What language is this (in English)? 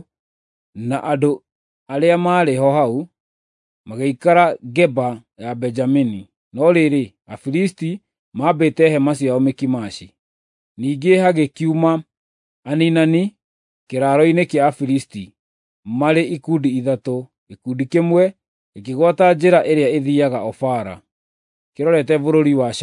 Kikuyu